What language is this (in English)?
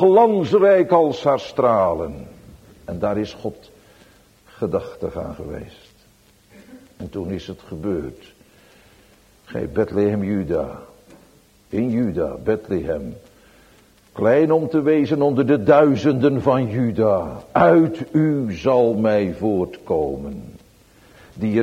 Dutch